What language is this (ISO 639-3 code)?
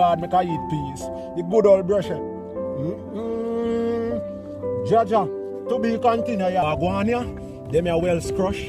jam